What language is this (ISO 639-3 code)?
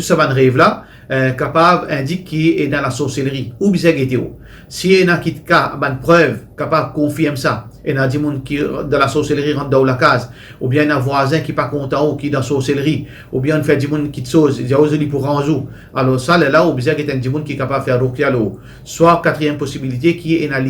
mfe